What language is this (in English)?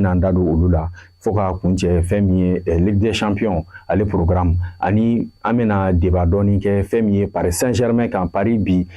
Bambara